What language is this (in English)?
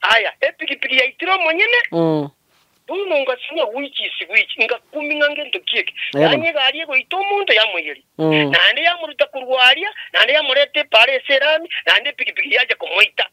Gusii